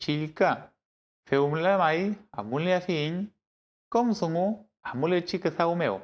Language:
Mapuche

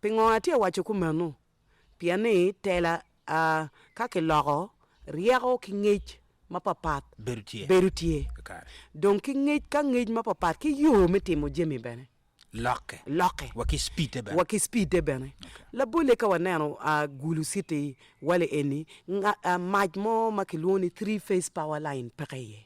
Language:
Acoli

